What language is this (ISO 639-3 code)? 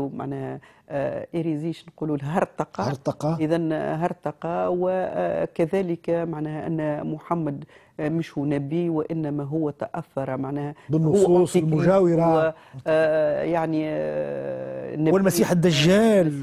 aeb